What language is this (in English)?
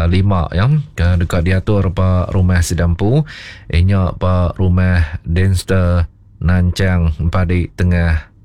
Iban